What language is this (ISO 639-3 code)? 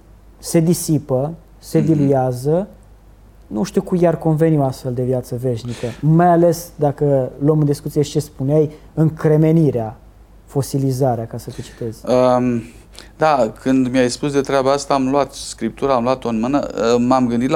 ron